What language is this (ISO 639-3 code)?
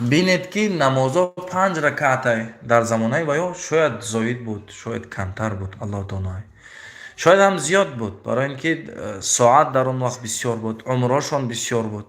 tgk